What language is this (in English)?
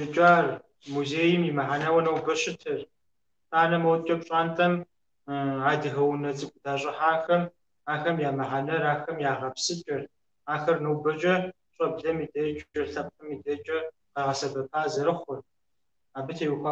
Kabardian